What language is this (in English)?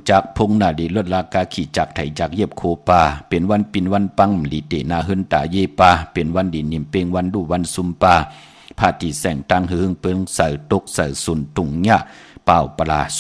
Shan